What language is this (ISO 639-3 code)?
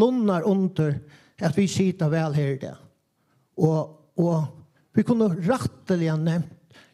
fao